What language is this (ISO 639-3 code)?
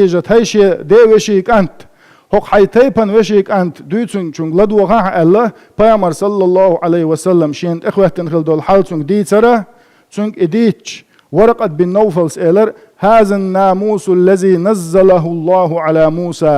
che